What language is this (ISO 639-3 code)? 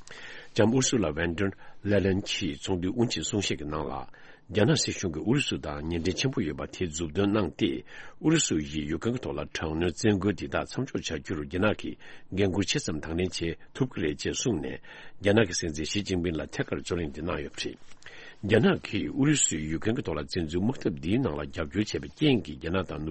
bod